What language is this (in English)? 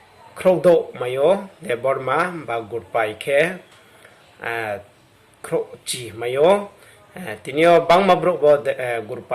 Riang (India)